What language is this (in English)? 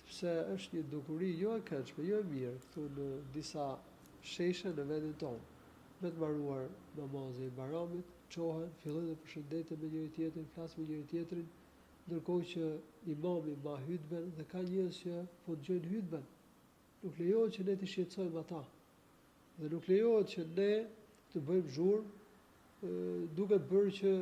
Albanian